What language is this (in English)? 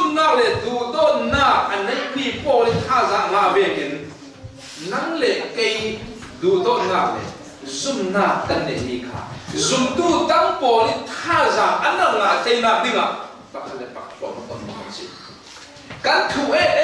Falam Chin